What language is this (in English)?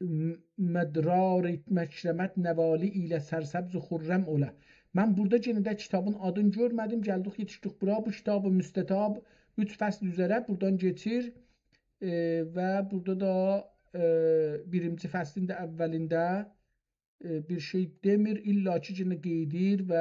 South Azerbaijani